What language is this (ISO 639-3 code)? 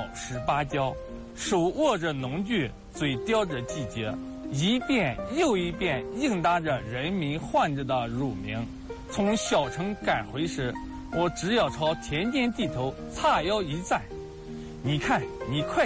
zho